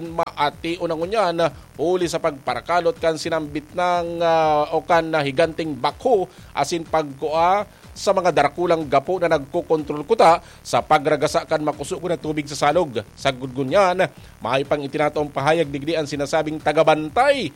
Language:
Bikol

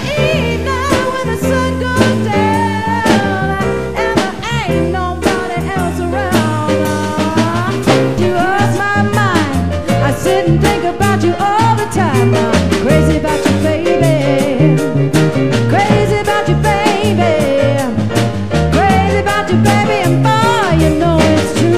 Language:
English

